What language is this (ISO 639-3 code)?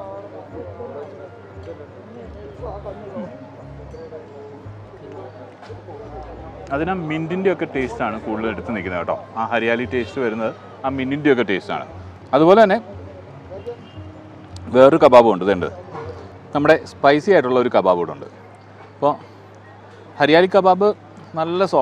mal